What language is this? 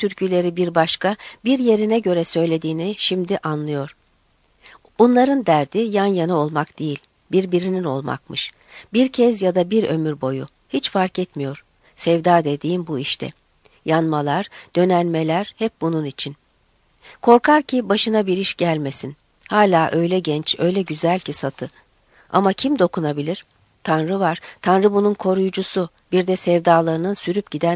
Turkish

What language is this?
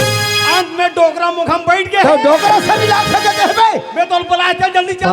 Chhattisgarhi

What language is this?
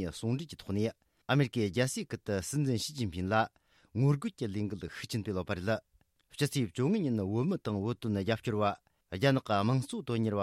Tibetan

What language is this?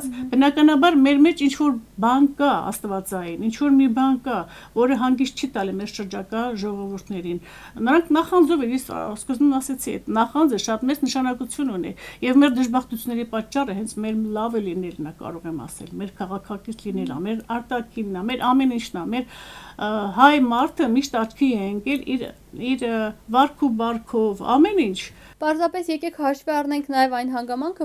Armenian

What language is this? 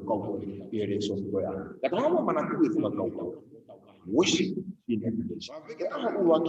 Tongan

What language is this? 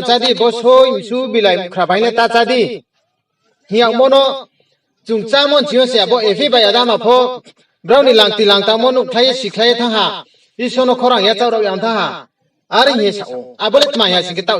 Riang (India)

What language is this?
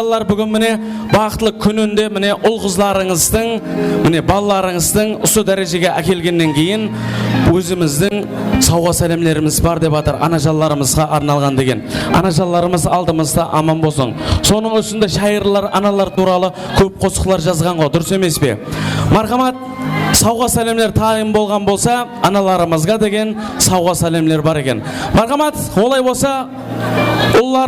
Kara-Kalpak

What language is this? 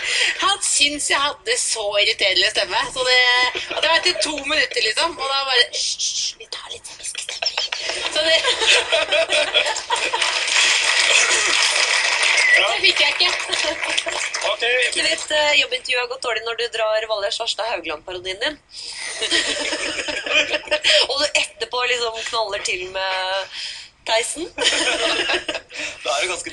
Norwegian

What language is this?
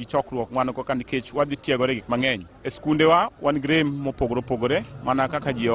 Luo (Kenya and Tanzania)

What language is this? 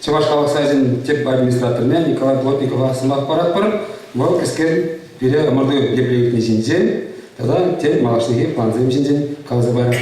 Chuvash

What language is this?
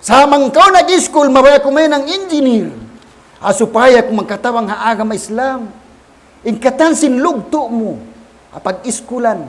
Tausug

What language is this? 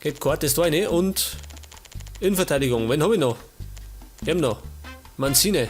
Bavarian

